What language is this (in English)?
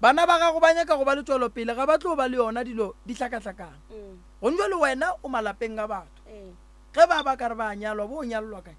Northern Sotho